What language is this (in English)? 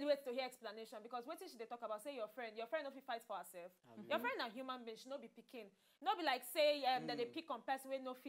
Nigerian Pidgin